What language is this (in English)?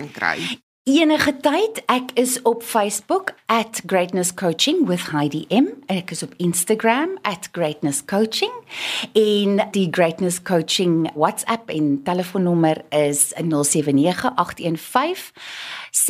Afrikaans